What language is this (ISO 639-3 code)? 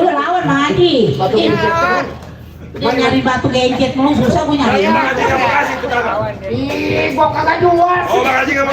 bew